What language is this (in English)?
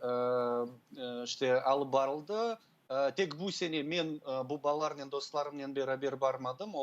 Crimean Tatar